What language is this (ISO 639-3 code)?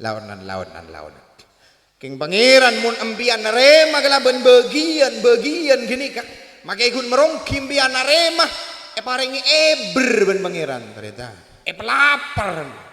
mad